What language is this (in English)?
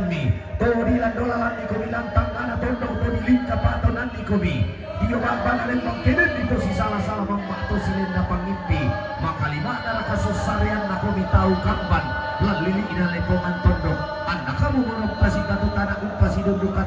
Toraja-Sa'dan